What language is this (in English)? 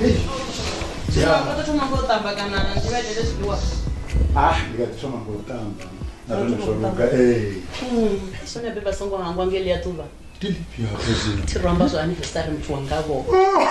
Venda